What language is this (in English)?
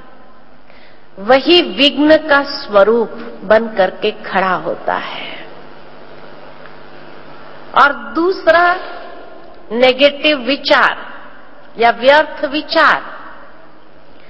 Hindi